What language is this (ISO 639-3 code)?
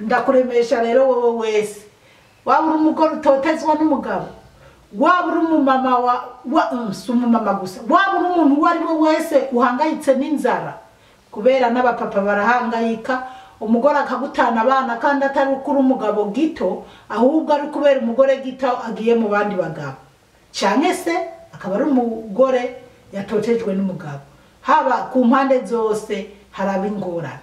run